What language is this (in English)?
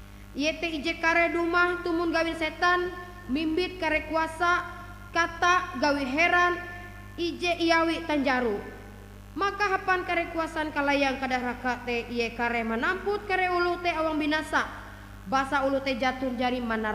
Ngaju